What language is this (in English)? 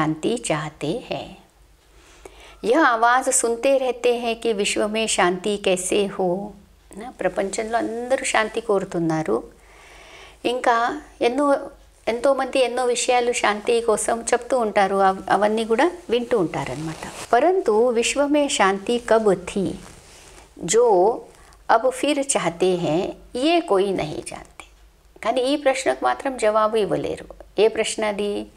Telugu